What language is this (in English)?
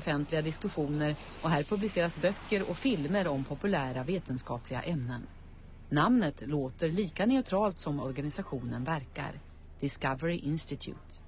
Swedish